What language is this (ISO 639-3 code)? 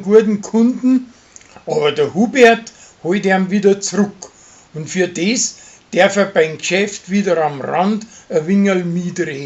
bar